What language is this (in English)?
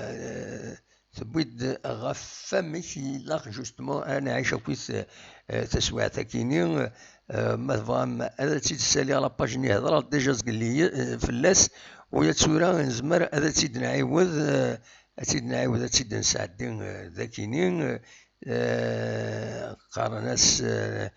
Kabyle